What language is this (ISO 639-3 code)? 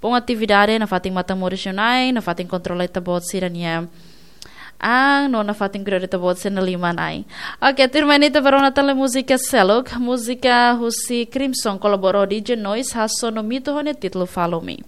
tet